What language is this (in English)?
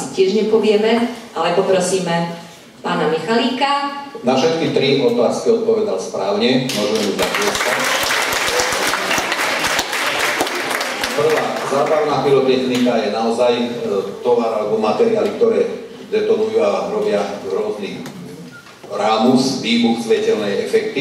Slovak